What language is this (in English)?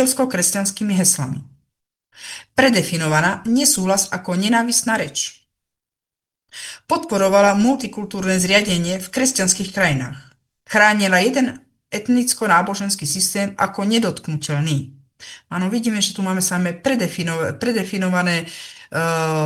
Slovak